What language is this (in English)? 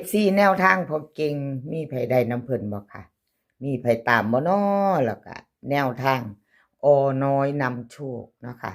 Northeastern Thai